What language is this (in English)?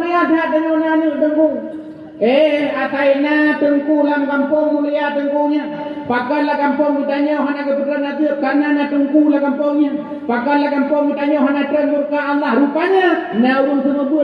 Achinese